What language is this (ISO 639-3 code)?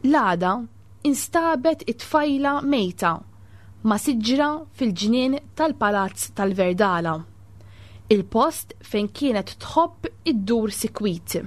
mlt